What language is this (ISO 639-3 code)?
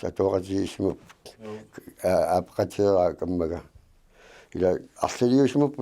kal